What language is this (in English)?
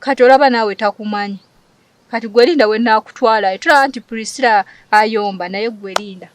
Ganda